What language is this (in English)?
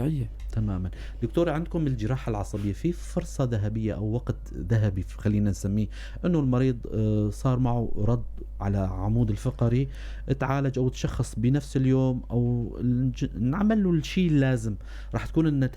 North Levantine Arabic